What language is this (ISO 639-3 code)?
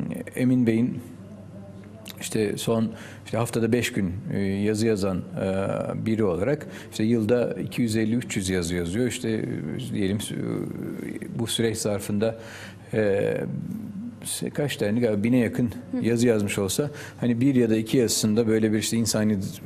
tur